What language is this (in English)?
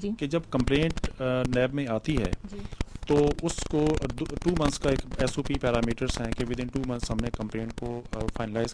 Urdu